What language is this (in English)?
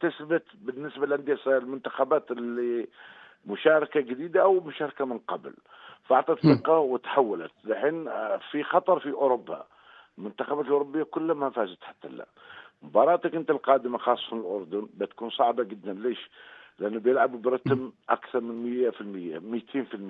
North Levantine Arabic